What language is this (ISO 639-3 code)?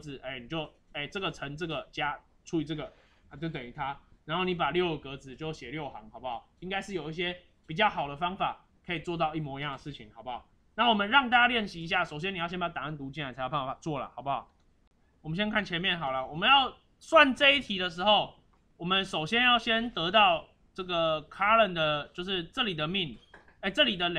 zho